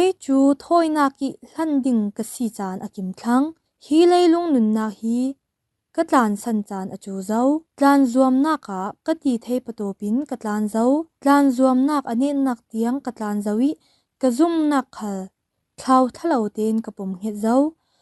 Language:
Falam Chin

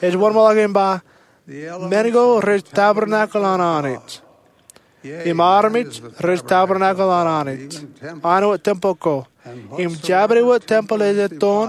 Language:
Marshallese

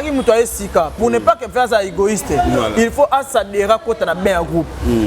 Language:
Lingala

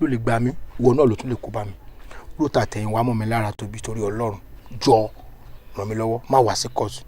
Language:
Yoruba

